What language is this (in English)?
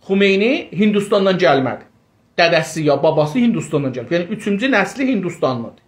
South Azerbaijani